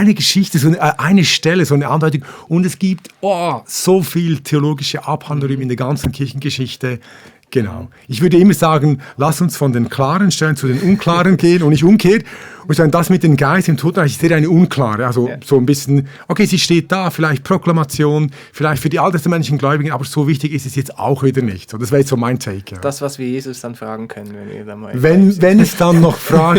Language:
Swiss German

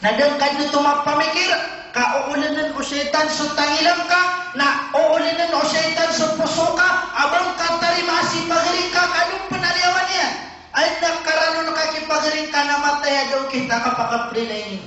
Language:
Maranao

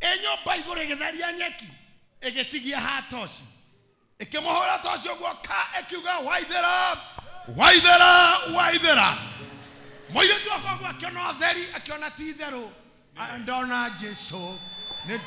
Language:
Kikuyu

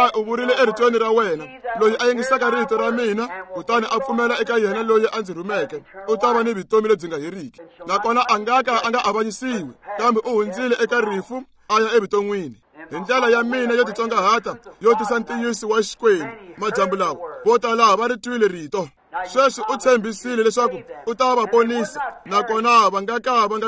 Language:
Tsonga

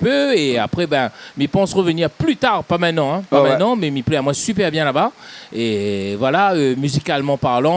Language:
Réunion Creole French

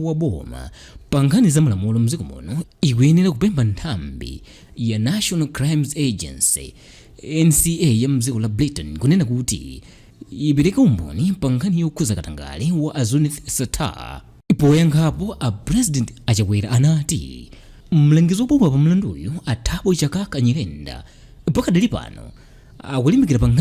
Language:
Nyanja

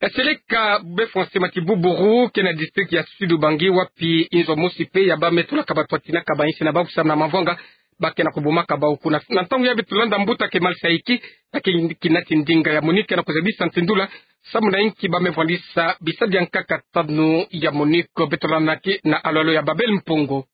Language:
Kituba (Democratic Republic of Congo)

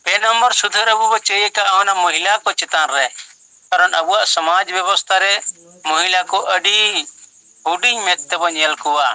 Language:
Santali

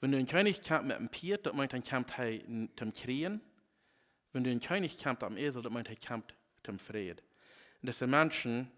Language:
Plautdietsch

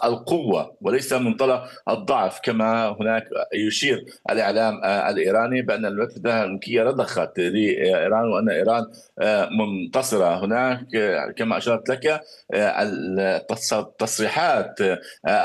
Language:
Arabic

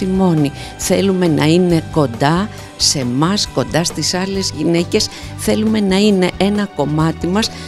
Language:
Greek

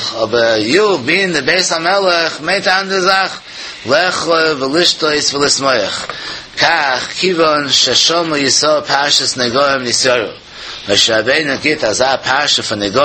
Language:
Yiddish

